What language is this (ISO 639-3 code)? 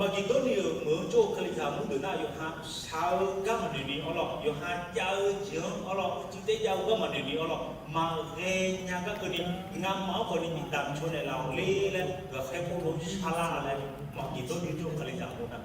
ahk